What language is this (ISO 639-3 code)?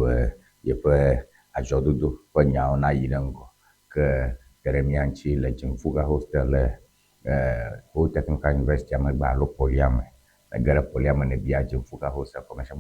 ewe